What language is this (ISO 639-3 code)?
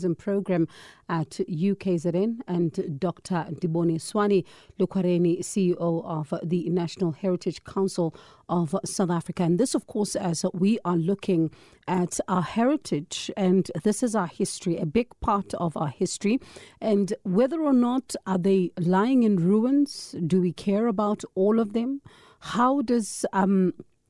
eng